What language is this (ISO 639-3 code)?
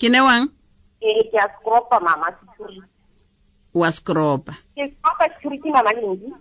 tsn